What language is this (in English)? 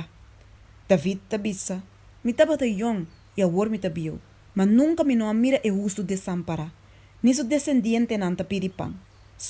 Papiamento